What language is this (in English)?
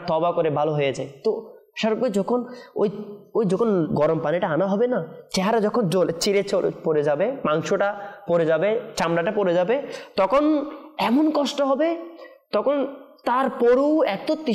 Bangla